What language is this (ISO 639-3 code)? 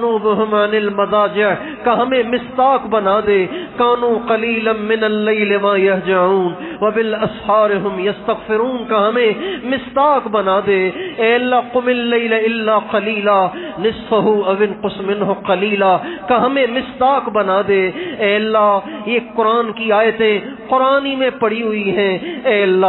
urd